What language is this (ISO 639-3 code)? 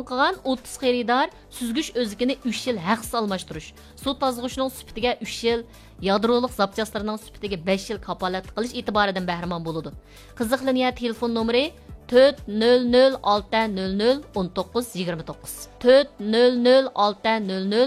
uig